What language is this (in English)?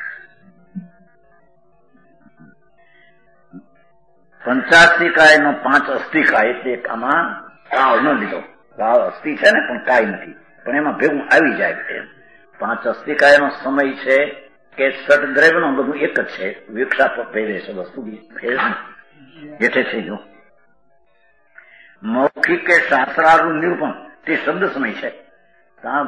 Gujarati